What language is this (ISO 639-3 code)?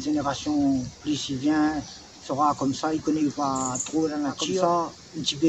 rcf